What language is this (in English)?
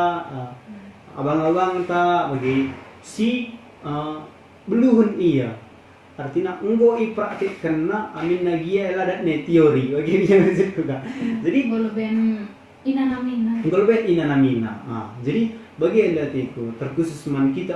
Batak Karo